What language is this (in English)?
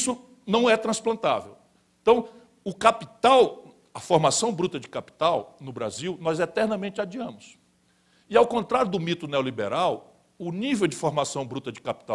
Portuguese